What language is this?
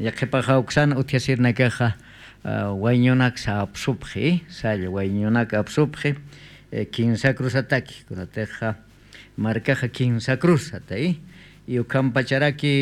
Aymara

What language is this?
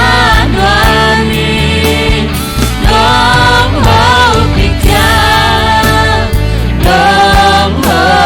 Tedim Chin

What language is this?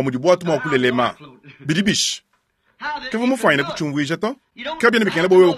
Luba-Lulua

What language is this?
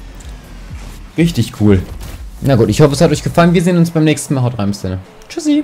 German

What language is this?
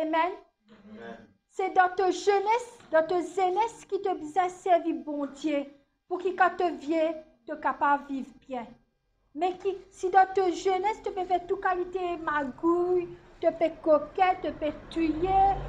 Morisyen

